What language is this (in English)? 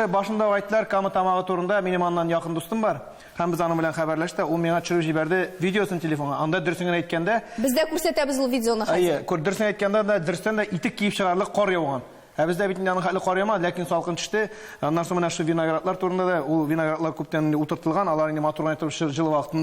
Tatar